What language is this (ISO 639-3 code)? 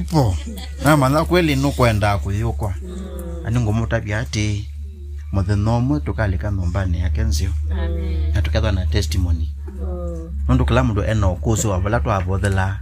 kam